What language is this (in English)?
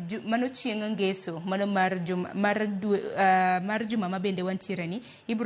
Luo (Kenya and Tanzania)